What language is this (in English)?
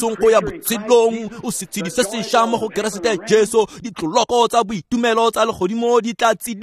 Tswana